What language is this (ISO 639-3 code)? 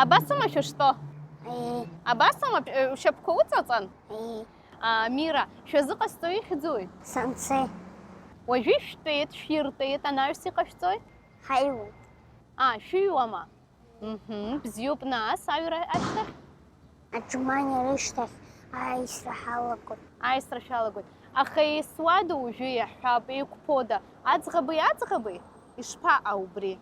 abk